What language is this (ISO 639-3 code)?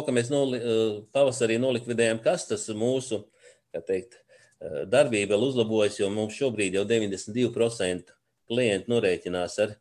lav